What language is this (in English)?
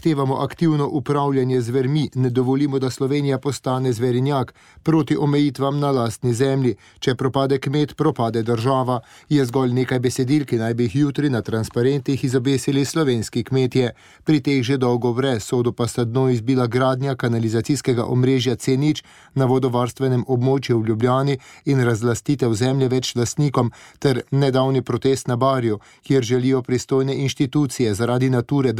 Slovenian